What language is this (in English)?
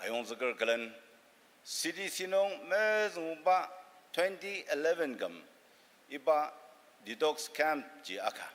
Ao Naga